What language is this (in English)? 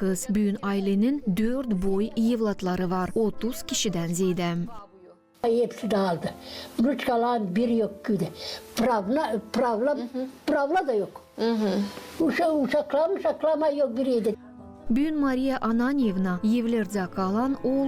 Gagauz